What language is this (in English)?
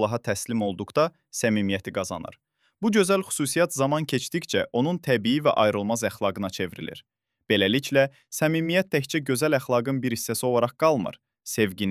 Azerbaijani